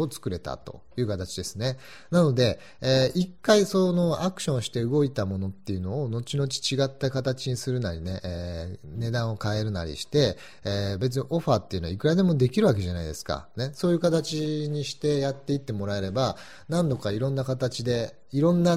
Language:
Japanese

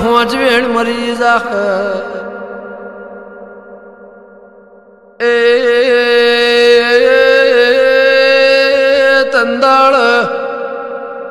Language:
Gujarati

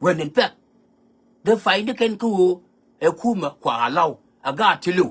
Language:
Nuer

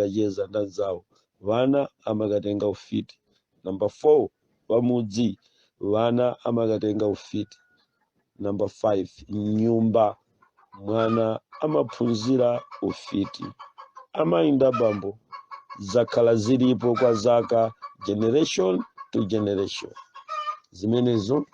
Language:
Nyanja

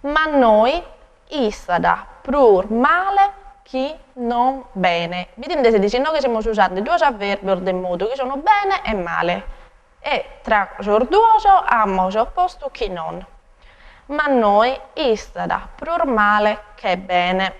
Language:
Sardinian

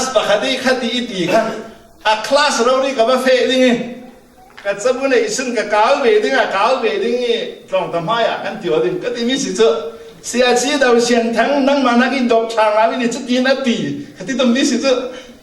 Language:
Falam Chin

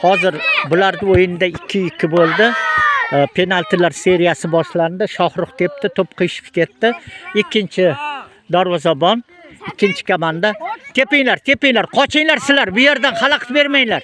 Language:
Uzbek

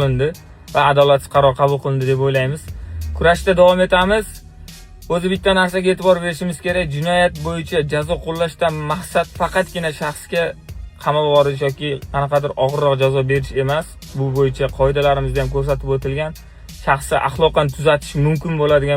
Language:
Uzbek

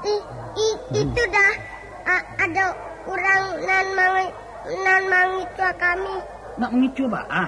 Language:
Minangkabau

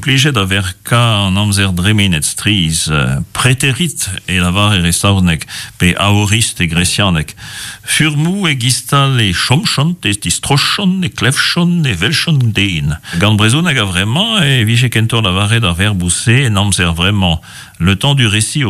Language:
Breton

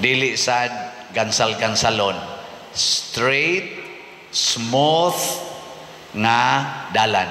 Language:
Cebuano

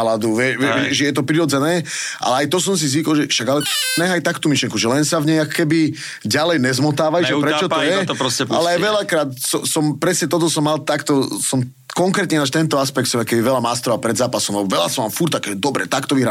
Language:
Slovak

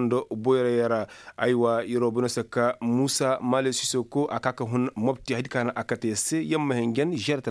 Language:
Koyraboro Senni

